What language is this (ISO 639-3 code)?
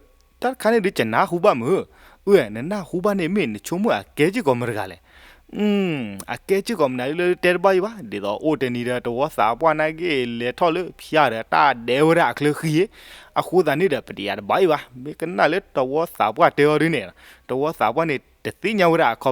ksw